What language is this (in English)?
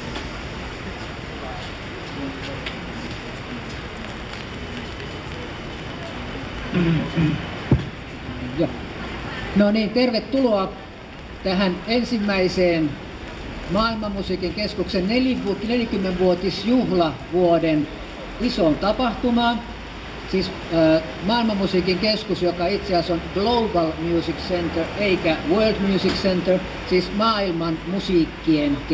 Finnish